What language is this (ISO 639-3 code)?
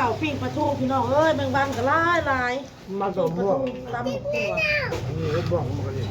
tts